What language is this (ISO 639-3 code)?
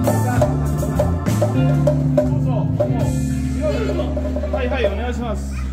jpn